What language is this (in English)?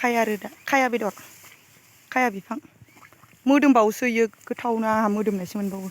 Bodo